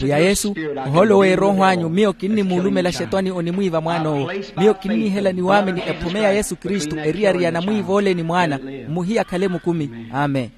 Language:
Makhuwa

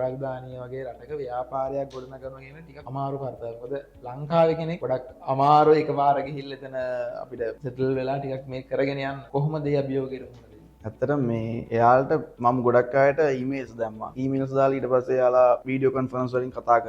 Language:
Sinhala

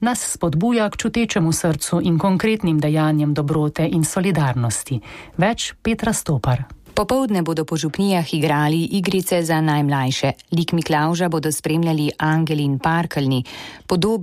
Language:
Slovenian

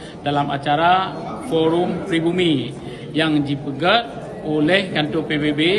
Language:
Achinese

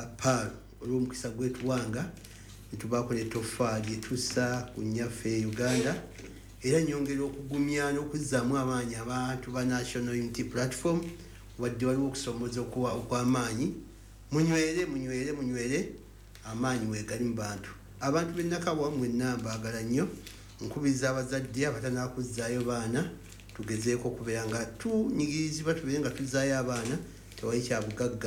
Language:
Ganda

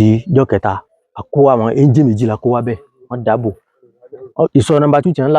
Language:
Yoruba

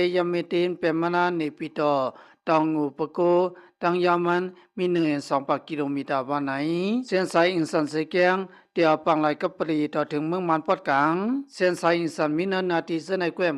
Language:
Lao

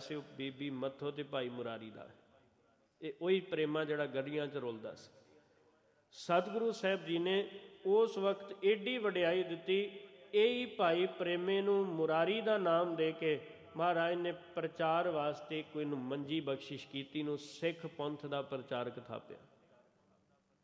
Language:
Punjabi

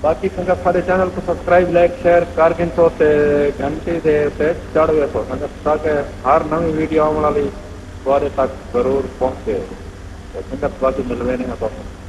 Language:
Saraiki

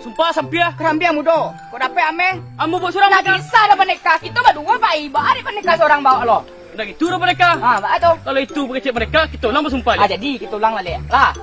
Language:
Minangkabau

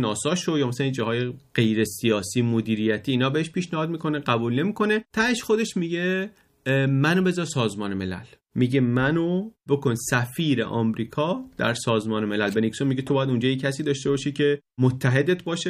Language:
Persian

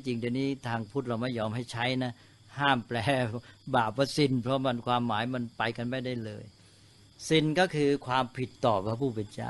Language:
Thai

